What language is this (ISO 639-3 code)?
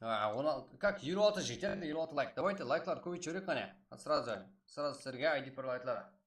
kaa